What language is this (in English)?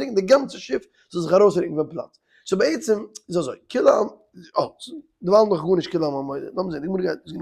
Yiddish